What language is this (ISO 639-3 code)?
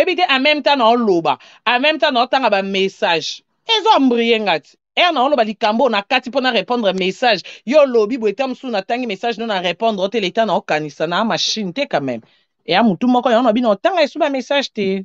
lin